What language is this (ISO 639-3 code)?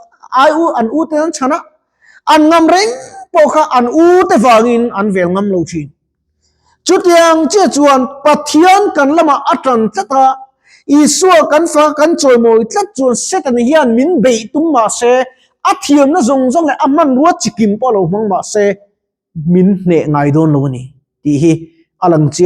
lus